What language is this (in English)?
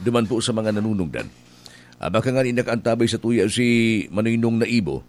Bikol